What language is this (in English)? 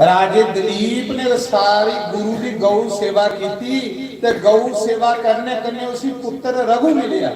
Dogri